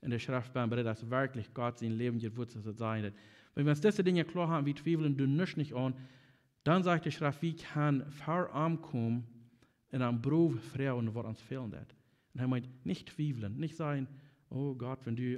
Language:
Plautdietsch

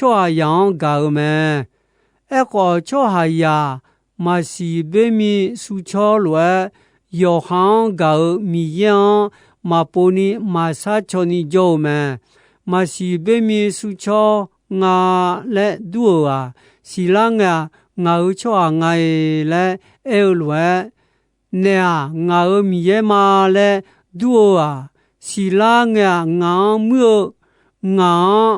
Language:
Akha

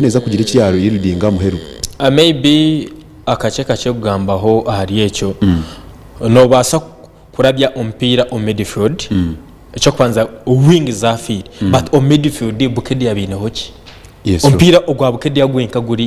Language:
Nyankole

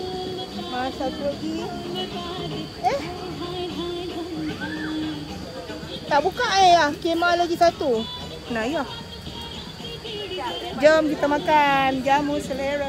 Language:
Malay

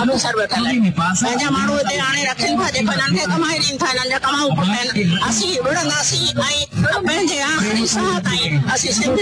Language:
Sindhi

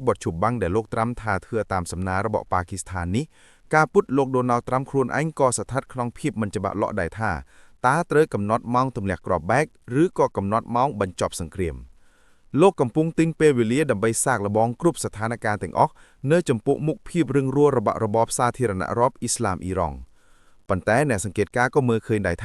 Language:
Khmer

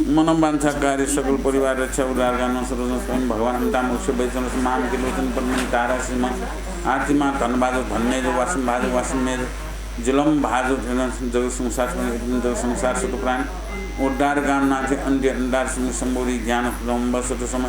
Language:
Newari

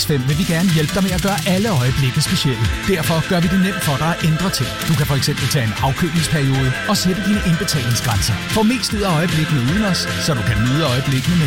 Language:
Danish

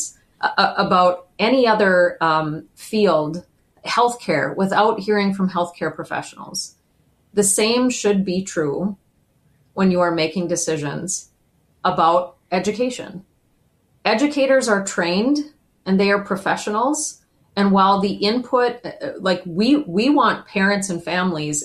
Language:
English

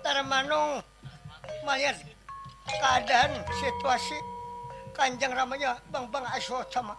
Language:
Banjar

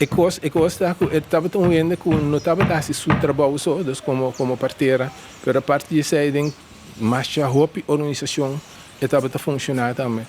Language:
Papiamento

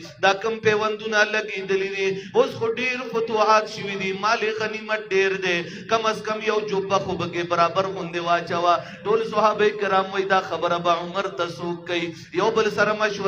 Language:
Pashto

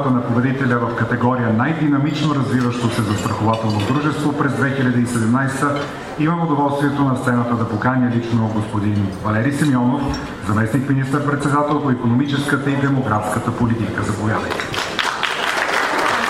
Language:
Bulgarian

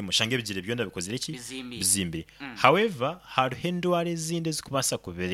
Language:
Nyoro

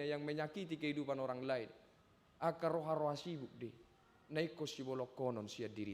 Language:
Batak Toba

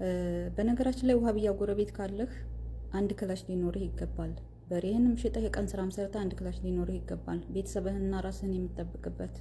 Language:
Amharic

